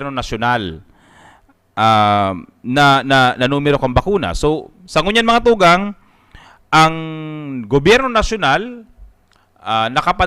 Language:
Bikol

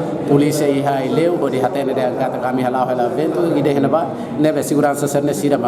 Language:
Tetum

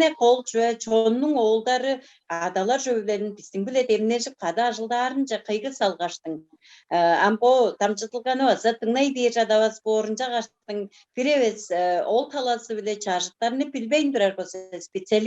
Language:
Tuvinian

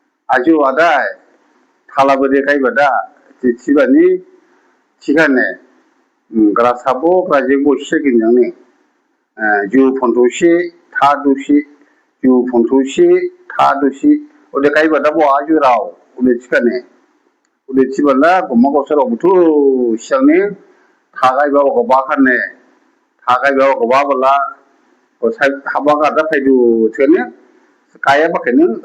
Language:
Dimasa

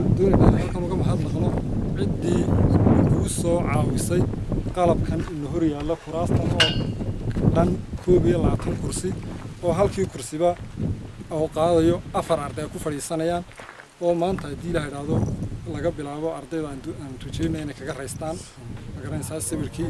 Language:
Somali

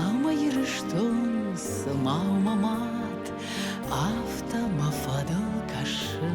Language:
Ossetic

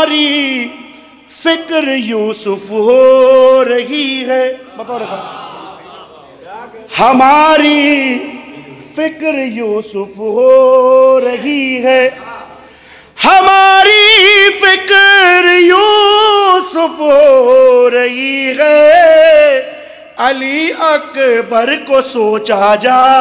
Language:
Hindi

